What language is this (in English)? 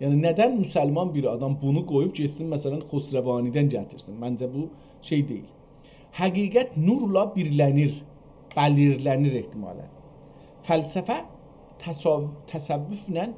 South Azerbaijani